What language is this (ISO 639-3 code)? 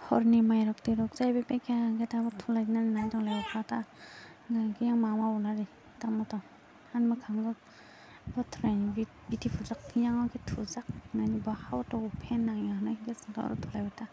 trp